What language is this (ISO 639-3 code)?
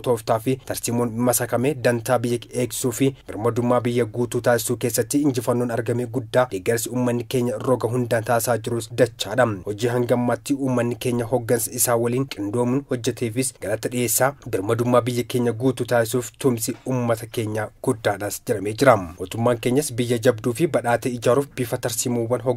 orm